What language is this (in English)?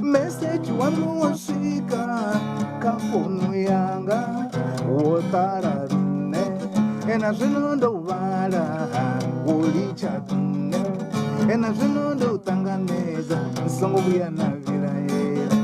Venda